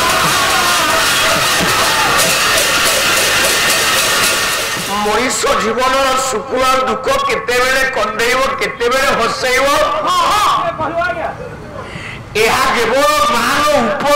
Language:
Odia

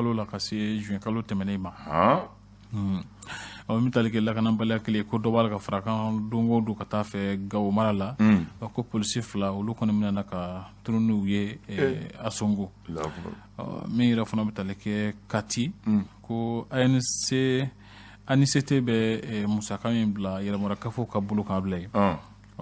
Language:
Bambara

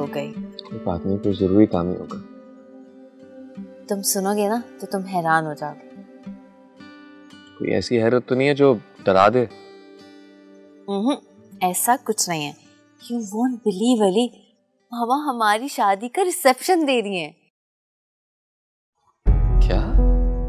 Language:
Hindi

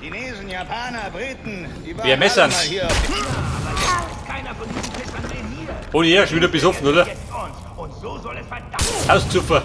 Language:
Bavarian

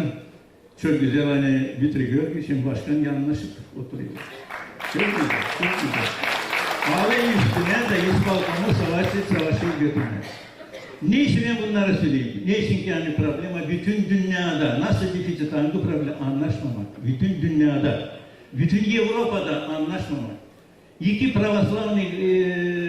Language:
Gagauz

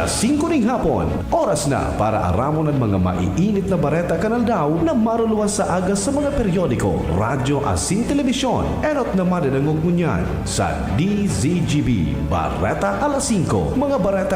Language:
Bikol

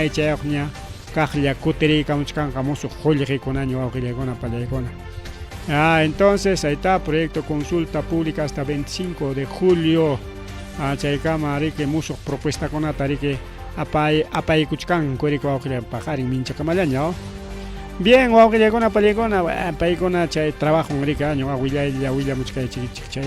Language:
Ayacucho Quechua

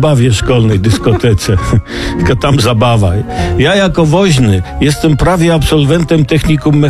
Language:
Polish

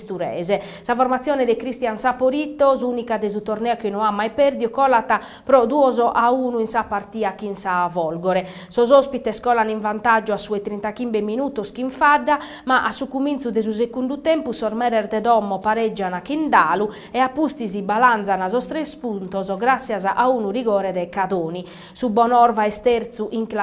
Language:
Sardinian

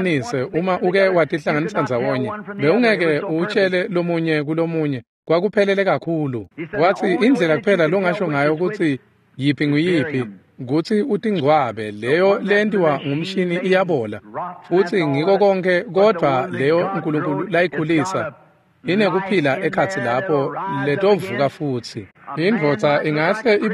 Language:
Swati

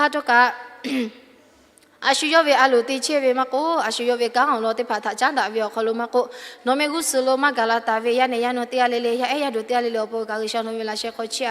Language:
Lahu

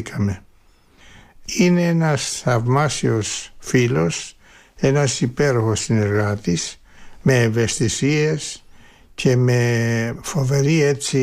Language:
Greek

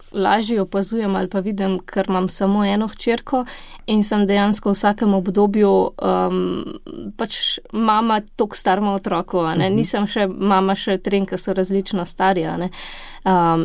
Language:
Slovenian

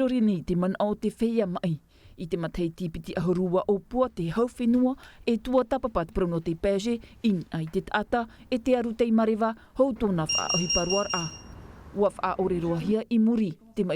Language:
Tahitian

